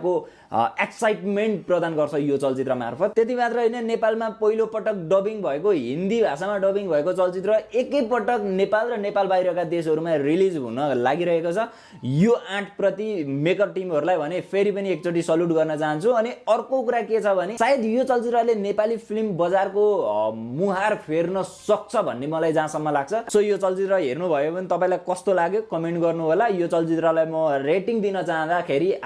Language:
Nepali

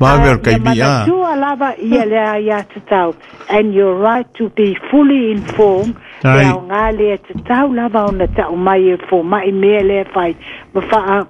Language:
Samoan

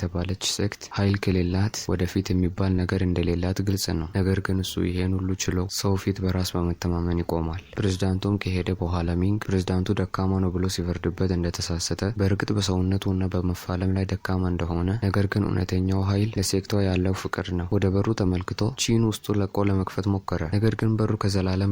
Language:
Amharic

